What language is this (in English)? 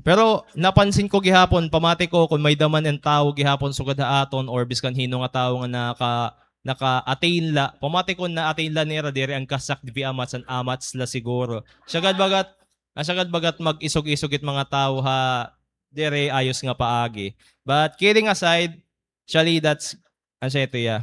Waray